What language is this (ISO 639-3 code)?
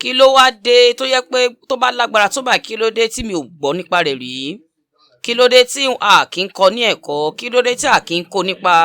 yor